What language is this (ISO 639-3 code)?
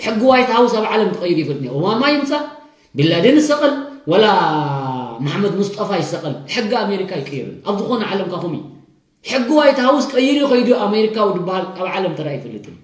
tir